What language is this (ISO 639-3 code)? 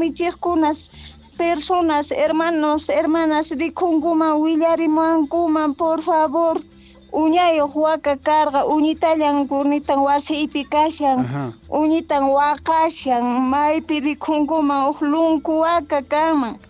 que